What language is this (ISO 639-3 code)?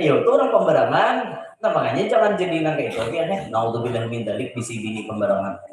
bjn